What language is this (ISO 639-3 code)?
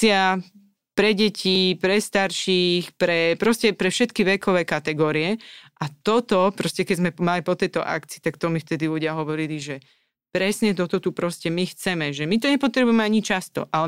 slk